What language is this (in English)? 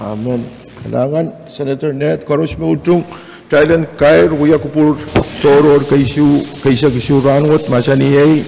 Pohnpeian